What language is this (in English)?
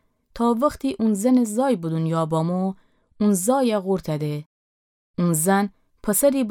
Gilaki